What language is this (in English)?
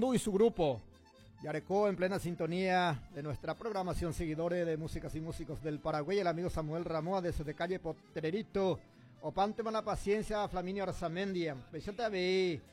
Guarani